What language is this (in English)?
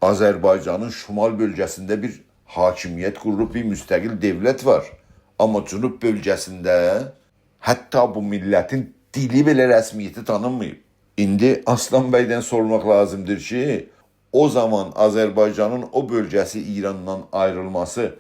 South Azerbaijani